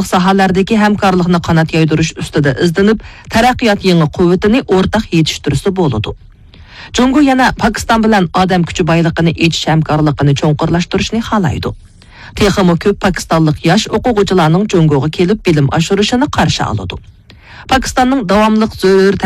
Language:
Uyghur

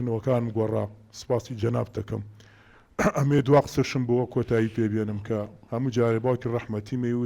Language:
Central Kurdish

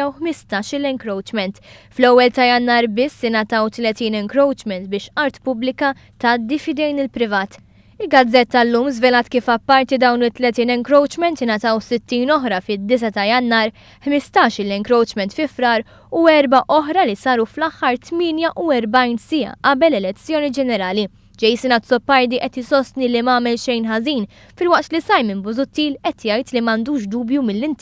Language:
Maltese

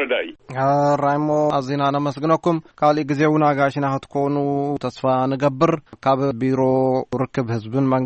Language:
Tigrinya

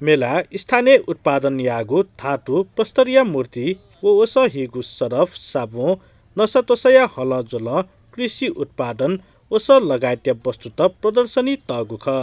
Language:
Newari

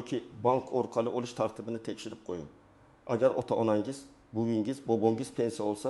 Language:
Uzbek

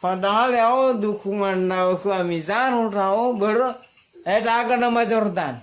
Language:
Nias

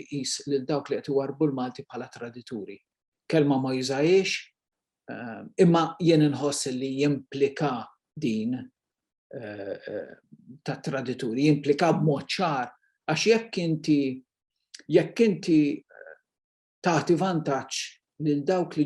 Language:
Maltese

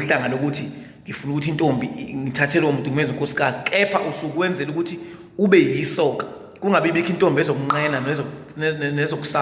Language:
Zulu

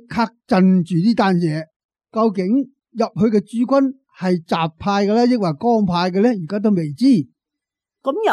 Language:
Cantonese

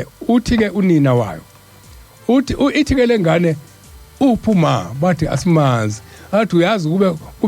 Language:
Zulu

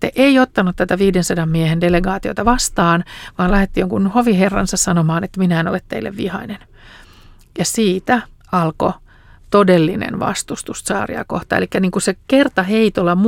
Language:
Finnish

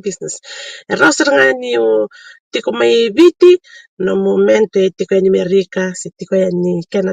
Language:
Fijian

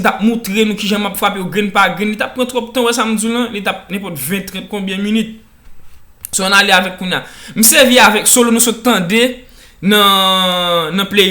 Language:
Haitian Creole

